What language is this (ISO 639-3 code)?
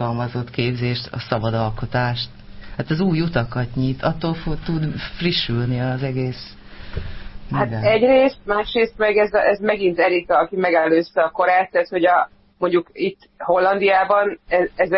hun